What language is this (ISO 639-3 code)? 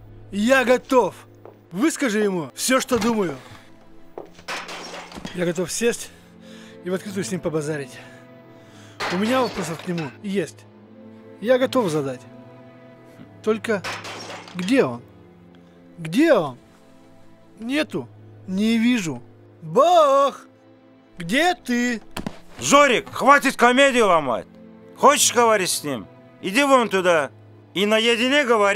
rus